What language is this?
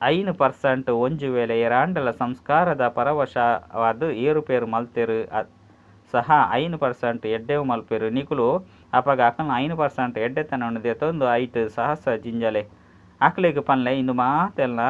Tulu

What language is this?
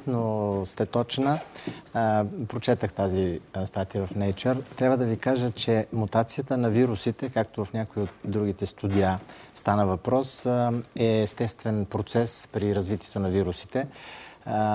Bulgarian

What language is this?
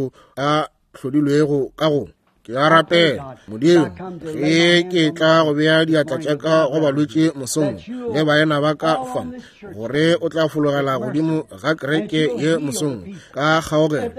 Northern Sotho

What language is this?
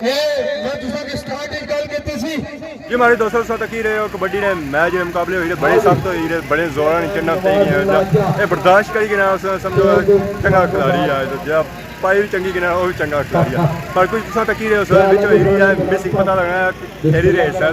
Pahari-Potwari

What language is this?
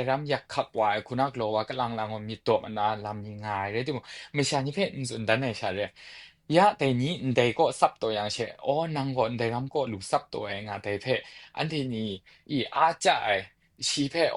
Kachin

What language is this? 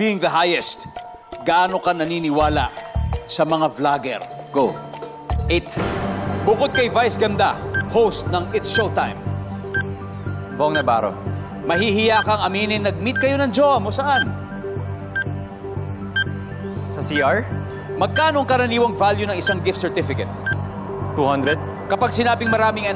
Filipino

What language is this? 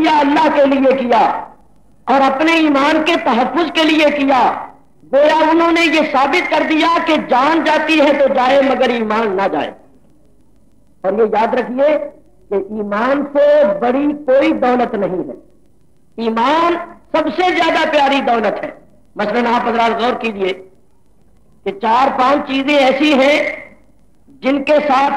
Urdu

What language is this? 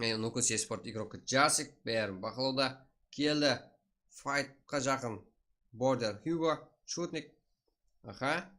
Kara-Kalpak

